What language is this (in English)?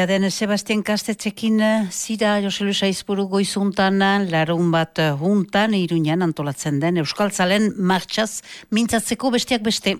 Basque